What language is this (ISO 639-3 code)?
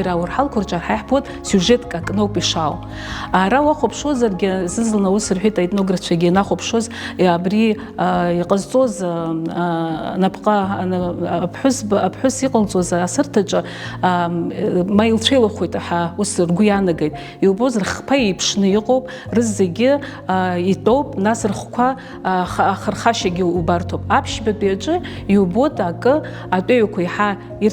abk